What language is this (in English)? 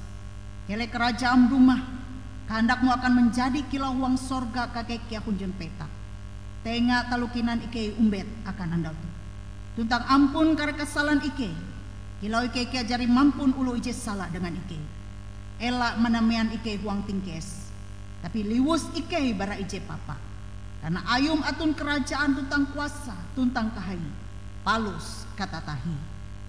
Ngaju